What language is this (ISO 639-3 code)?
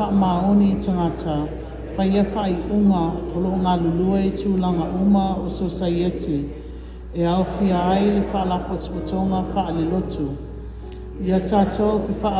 smo